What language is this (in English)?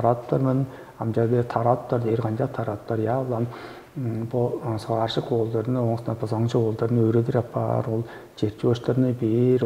Tuvinian